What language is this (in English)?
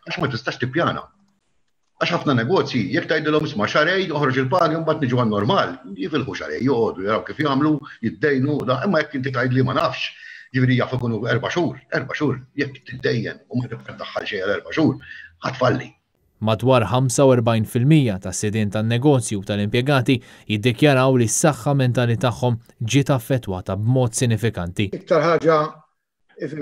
Maltese